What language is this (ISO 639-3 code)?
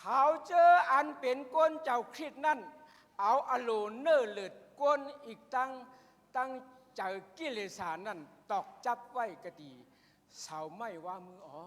shn